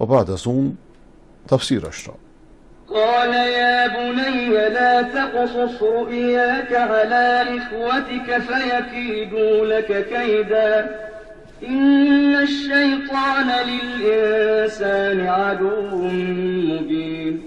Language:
Persian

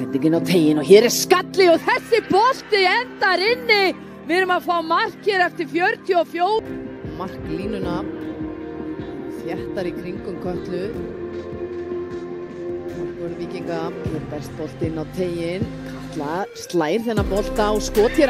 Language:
Icelandic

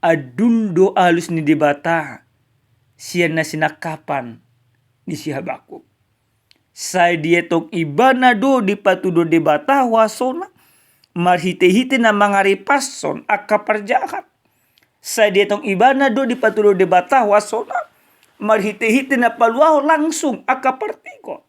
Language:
Batak Toba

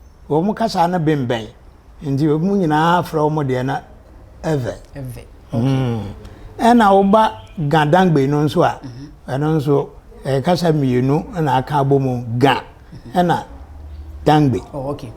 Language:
Akan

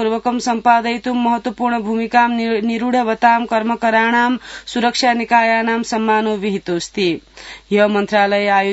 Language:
Sanskrit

